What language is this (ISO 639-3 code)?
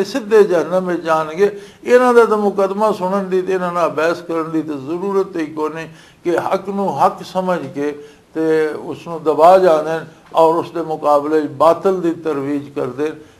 lah